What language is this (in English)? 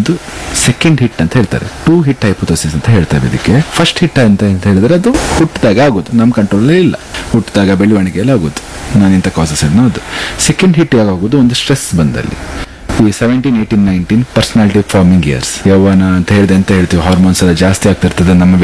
Kannada